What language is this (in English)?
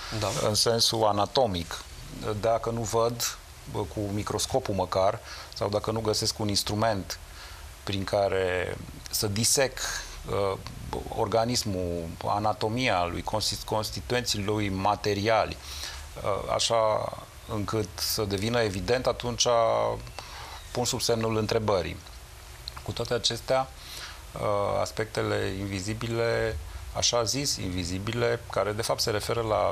Romanian